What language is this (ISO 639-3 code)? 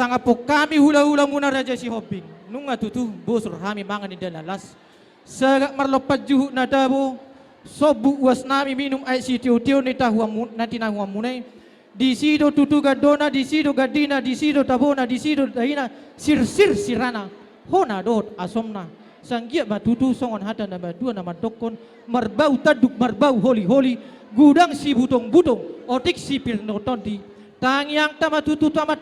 bbc